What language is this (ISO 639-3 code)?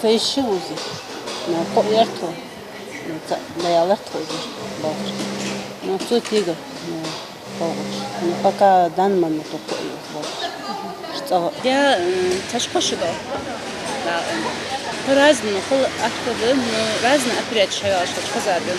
inh